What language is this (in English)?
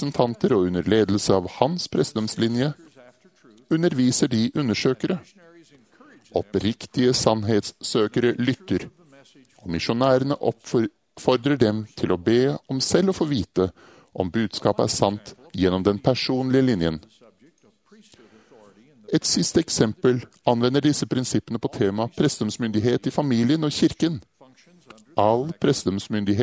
Norwegian